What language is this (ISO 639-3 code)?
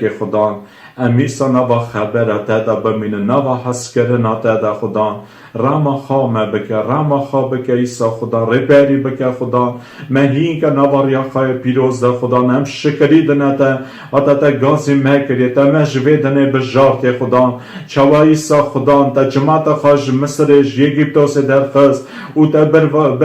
kur